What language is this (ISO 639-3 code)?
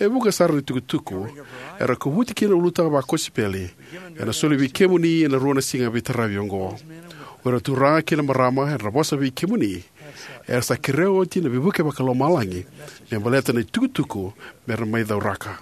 fij